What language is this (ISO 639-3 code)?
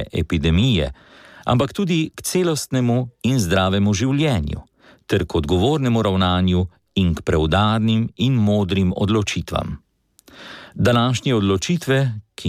slv